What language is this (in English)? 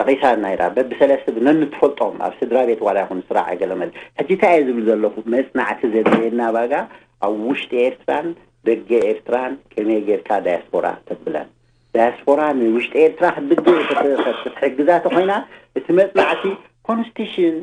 Tigrinya